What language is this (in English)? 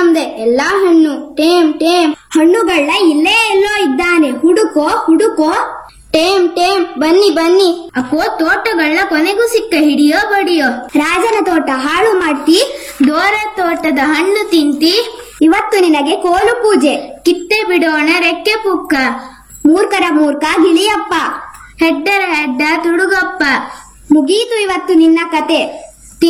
Kannada